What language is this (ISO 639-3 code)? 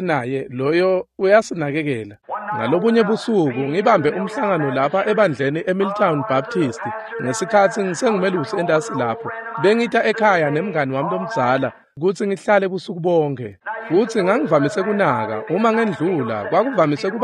ssw